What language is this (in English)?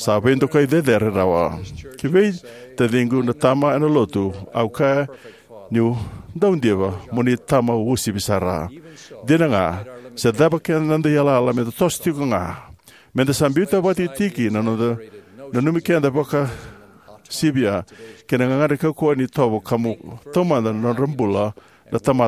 Fijian